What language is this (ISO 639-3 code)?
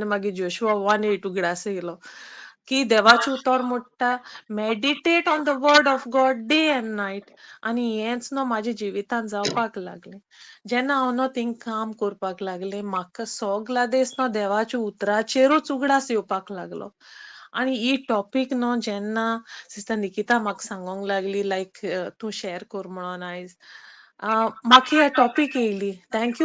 kok